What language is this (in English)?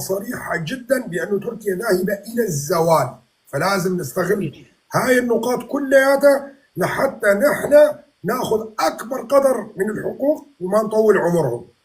North Levantine Arabic